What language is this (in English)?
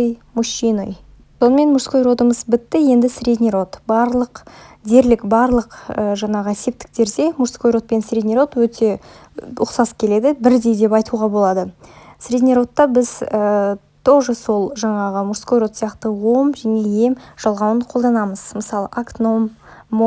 Kazakh